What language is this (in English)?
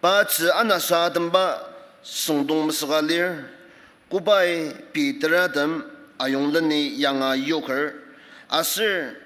Ao Naga